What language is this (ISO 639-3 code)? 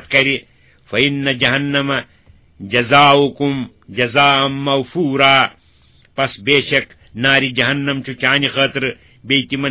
kas